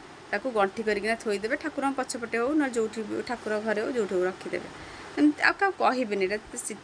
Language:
Odia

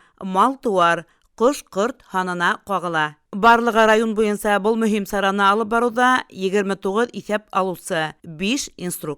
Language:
Bashkir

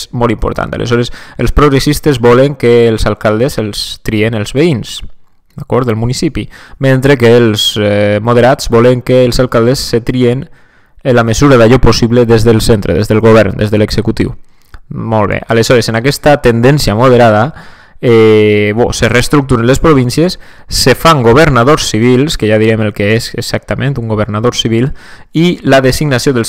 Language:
Catalan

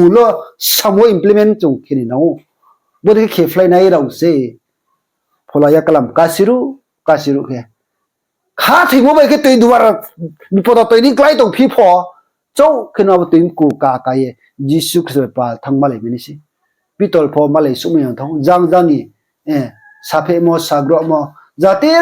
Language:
Riang (India)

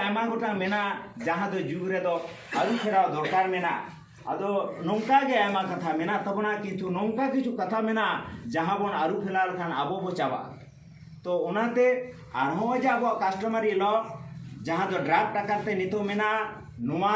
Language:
Santali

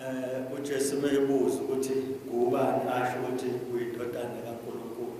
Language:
Zulu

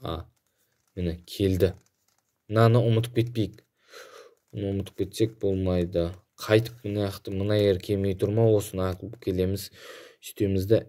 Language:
Kazakh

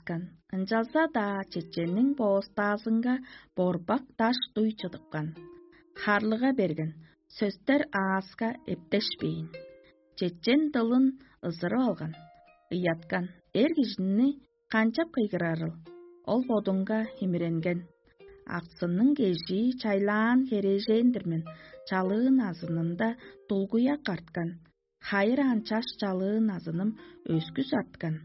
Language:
Tuvinian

